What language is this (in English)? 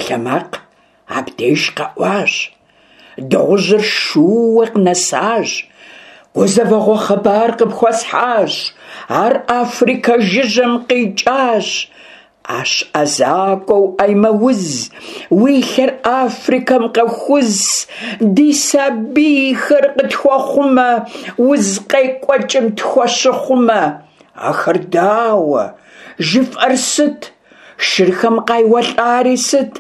Kabardian